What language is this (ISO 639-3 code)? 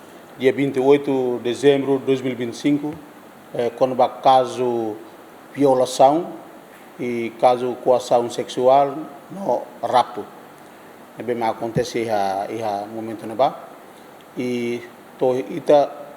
tet